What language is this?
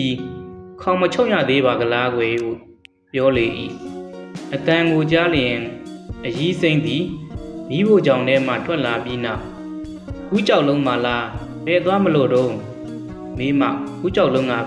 Burmese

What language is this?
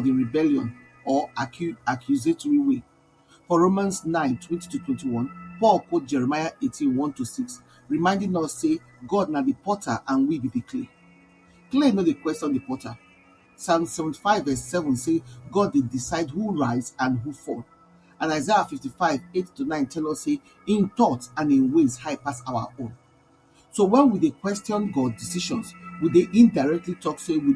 Nigerian Pidgin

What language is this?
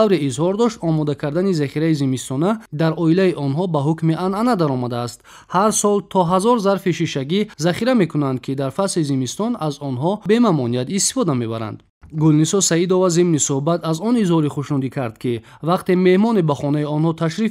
Tajik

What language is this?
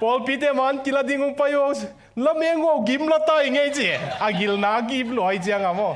Tedim Chin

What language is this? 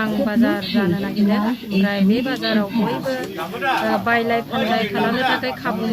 Bodo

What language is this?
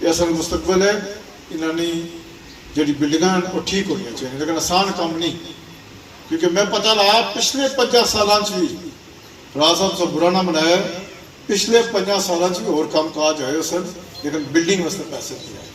Pahari-Potwari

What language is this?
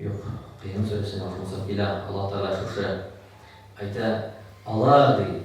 Tatar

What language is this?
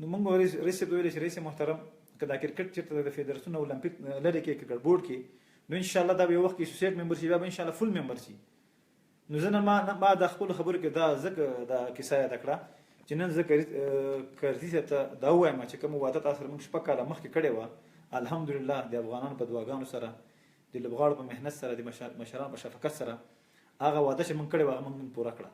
Pashto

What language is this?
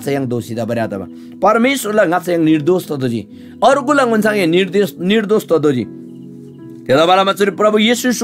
Eastern Tamang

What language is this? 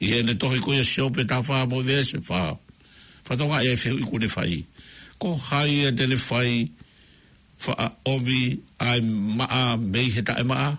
Tongan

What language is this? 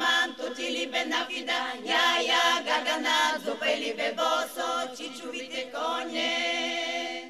Bulgarian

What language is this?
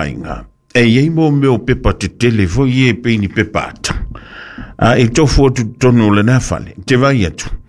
Samoan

